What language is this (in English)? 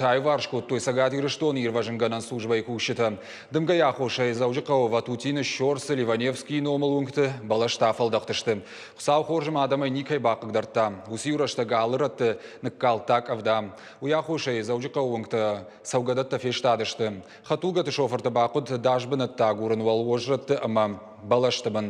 Ossetic